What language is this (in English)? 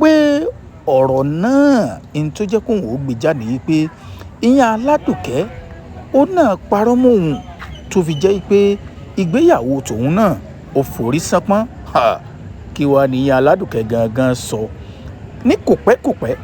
Yoruba